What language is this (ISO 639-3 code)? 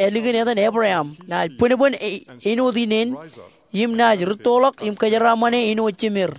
mah